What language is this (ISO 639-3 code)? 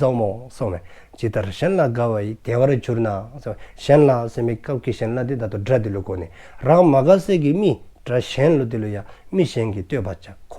dzo